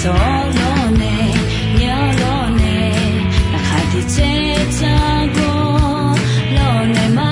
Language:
Akha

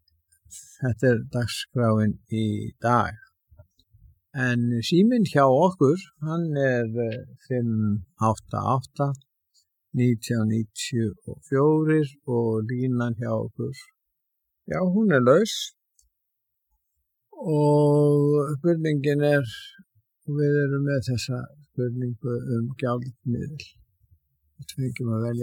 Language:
Icelandic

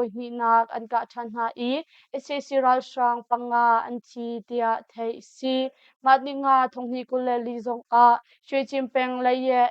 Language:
Hakha Chin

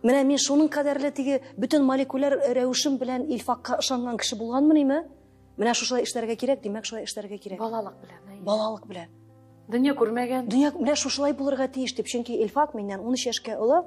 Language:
Tatar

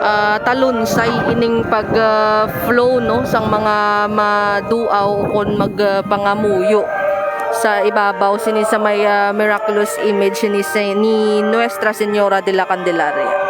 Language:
Hiligaynon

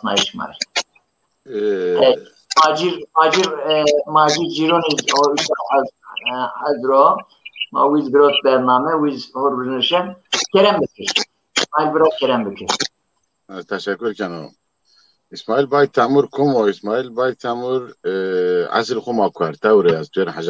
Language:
Zaza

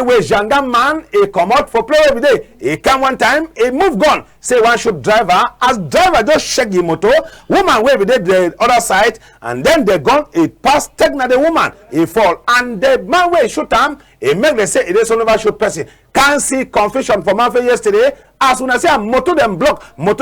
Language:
Cameroon Pidgin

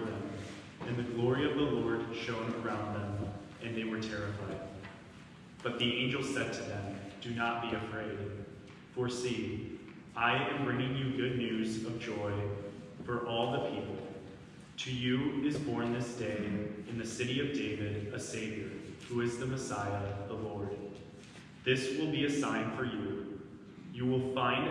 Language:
English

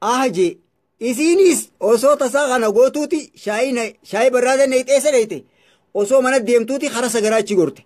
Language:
Oromo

